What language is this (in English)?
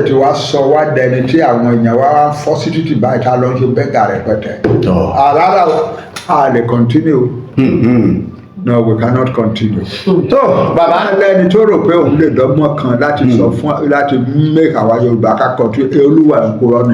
Yoruba